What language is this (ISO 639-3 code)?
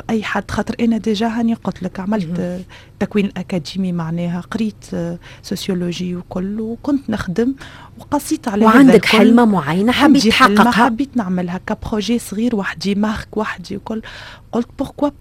aeb